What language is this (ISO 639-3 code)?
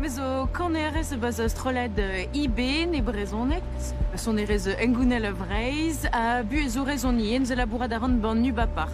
bre